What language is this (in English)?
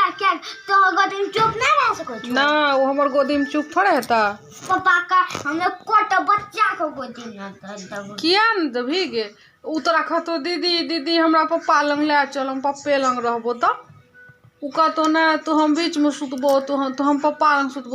Maithili